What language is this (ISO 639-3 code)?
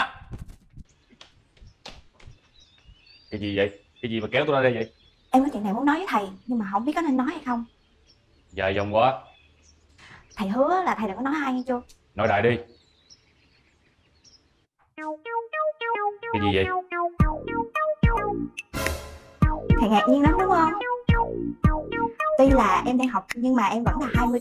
vie